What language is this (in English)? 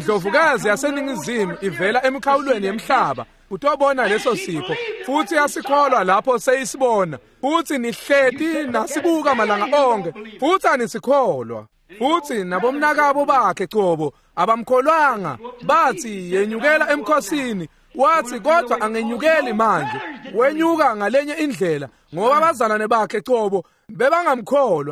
Swati